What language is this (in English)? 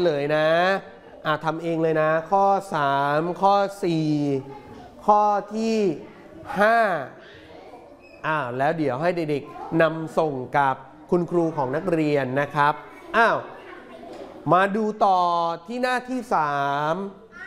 Thai